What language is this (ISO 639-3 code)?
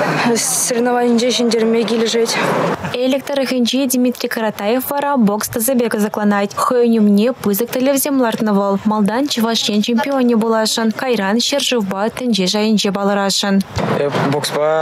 chv